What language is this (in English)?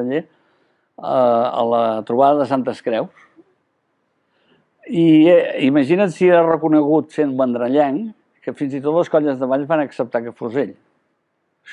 Catalan